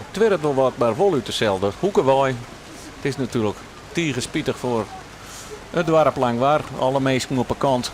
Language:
Western Frisian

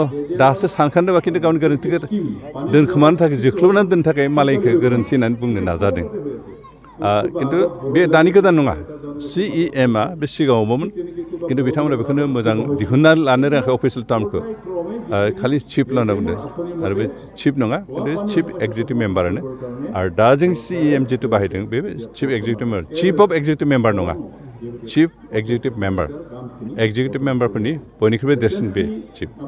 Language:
Bodo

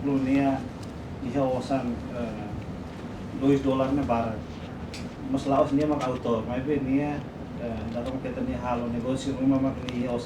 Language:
Tetum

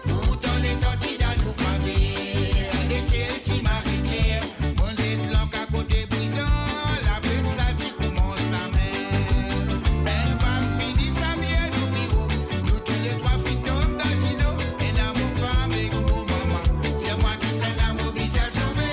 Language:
Morisyen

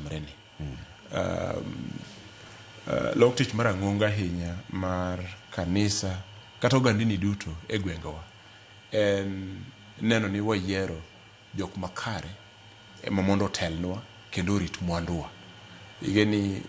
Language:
Luo (Kenya and Tanzania)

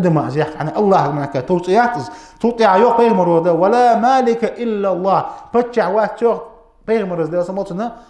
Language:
Ingush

